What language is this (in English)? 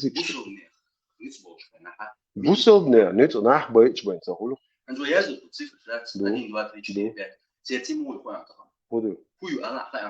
Chechen